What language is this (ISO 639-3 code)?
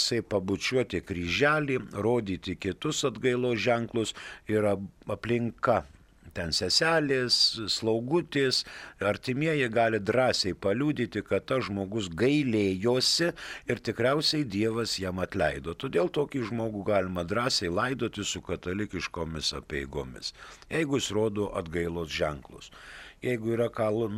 lit